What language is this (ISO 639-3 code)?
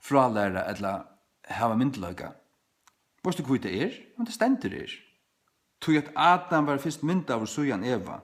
fao